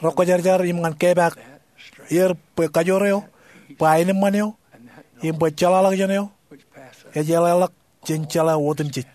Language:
Marshallese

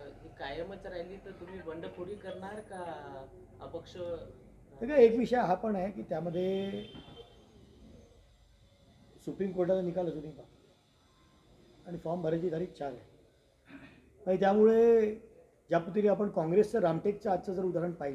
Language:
Marathi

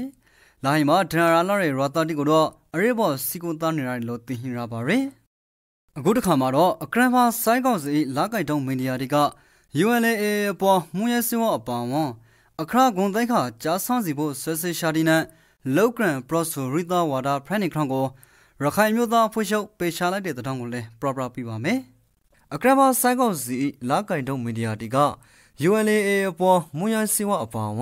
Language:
Rakhine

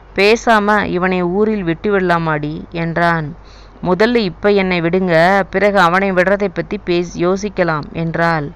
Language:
Tamil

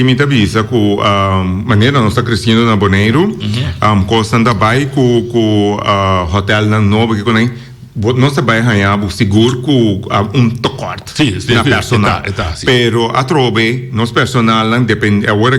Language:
Papiamento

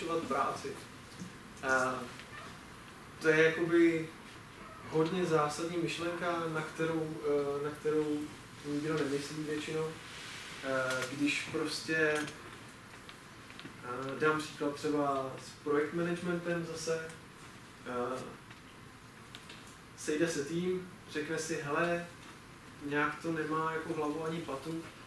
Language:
Czech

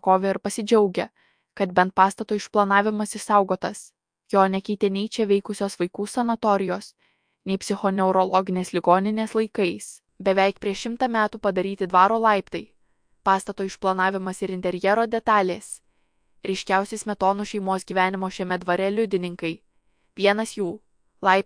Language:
Lithuanian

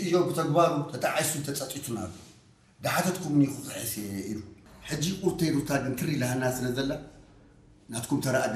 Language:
Tigrinya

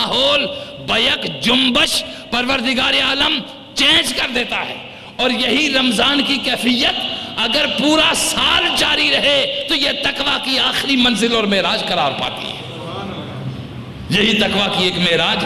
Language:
Urdu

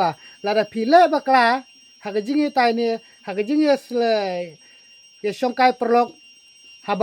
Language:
Khasi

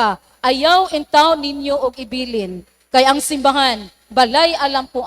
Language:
Cebuano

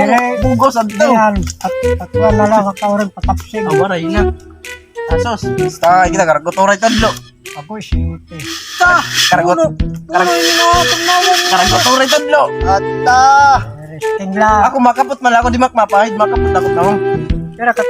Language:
Waray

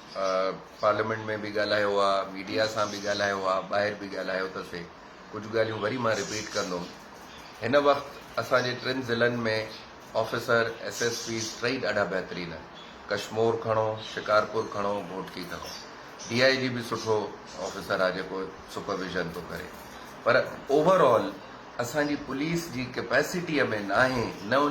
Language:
Sindhi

